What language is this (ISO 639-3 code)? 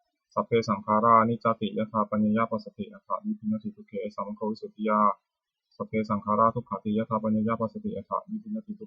pli